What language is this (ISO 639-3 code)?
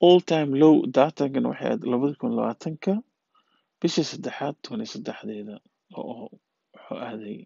som